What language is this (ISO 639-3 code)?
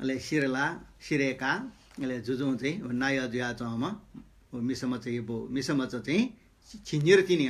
new